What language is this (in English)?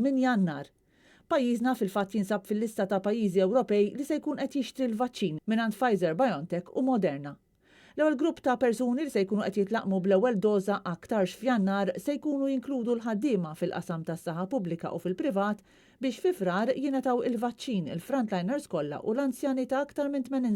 Maltese